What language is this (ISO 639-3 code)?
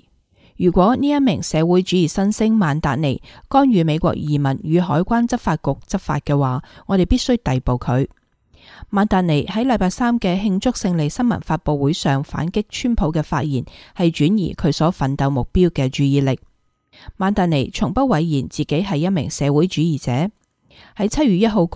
yue